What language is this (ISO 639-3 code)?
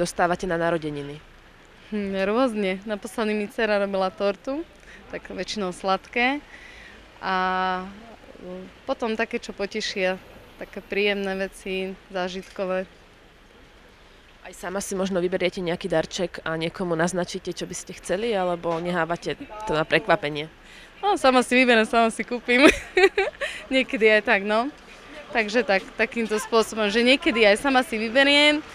slk